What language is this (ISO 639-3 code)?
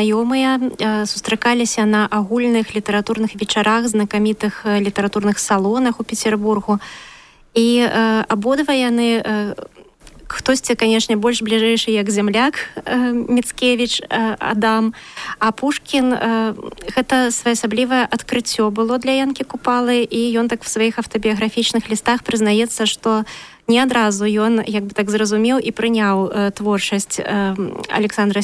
bel